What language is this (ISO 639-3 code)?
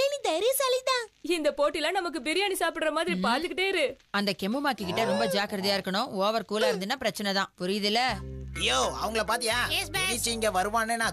tam